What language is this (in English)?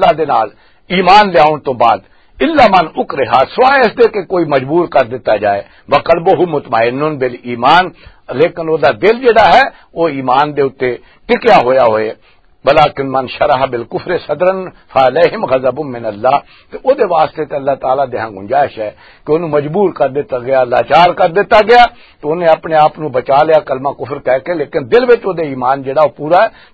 Western Panjabi